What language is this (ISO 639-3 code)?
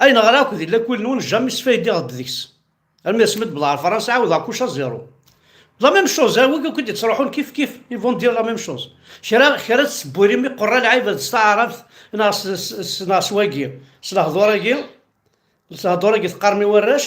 kab